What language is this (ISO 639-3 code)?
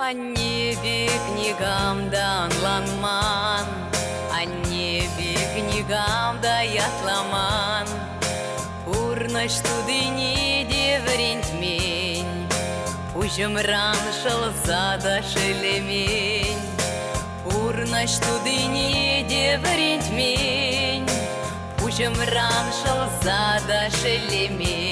chv